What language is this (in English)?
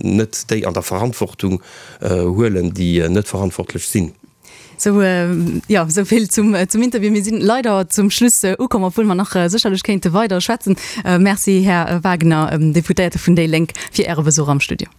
Luxembourgish